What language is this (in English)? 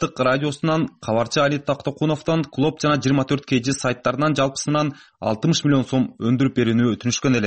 Kyrgyz